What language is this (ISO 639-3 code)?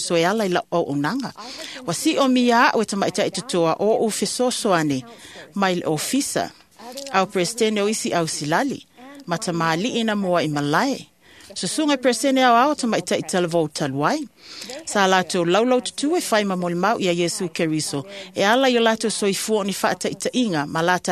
smo